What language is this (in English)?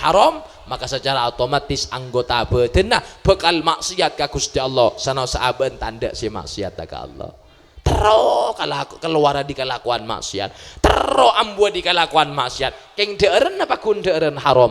Madurese